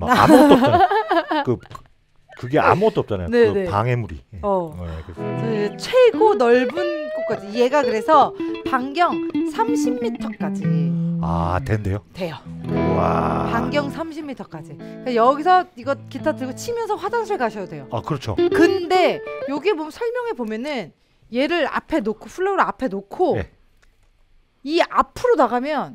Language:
Korean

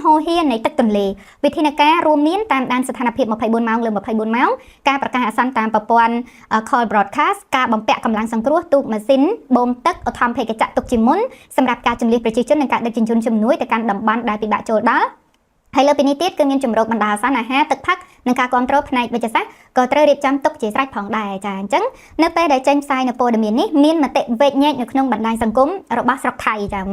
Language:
Khmer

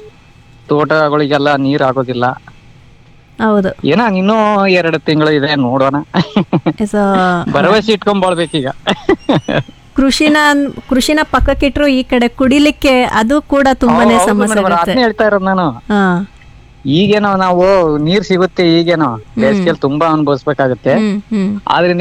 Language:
Kannada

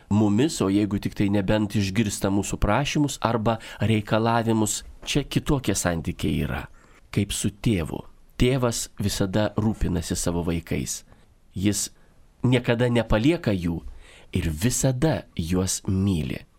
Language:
Lithuanian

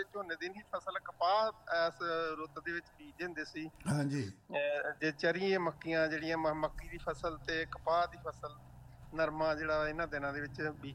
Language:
Punjabi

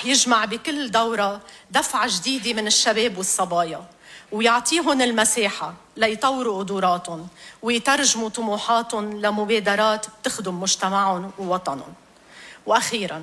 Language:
North Levantine Arabic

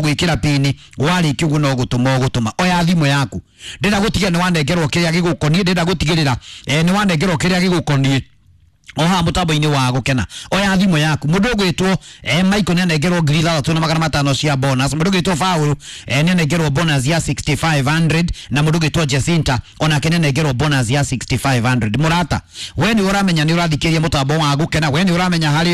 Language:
Kikuyu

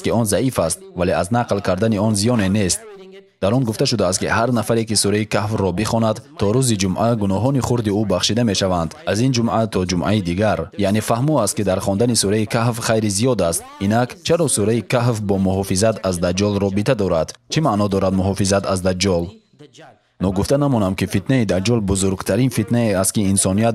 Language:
Tajik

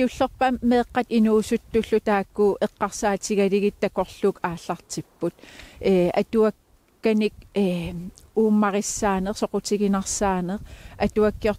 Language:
Kalaallisut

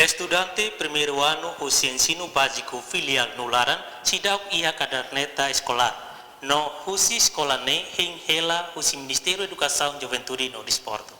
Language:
Tetum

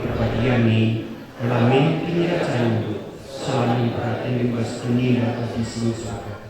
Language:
Batak Karo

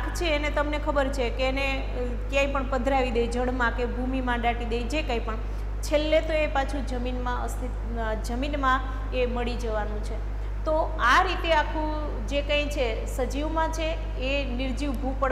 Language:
Gujarati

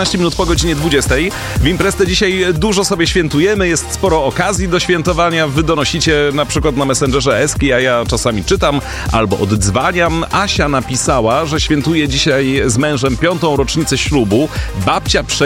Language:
Polish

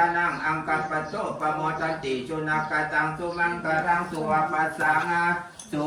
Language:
Pali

